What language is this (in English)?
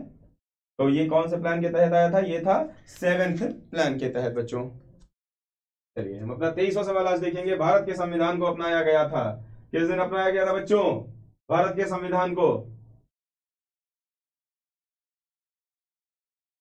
Hindi